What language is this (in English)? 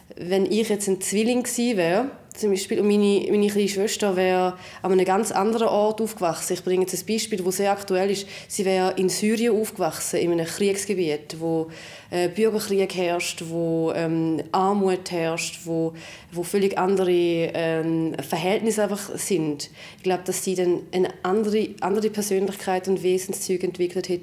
Swiss German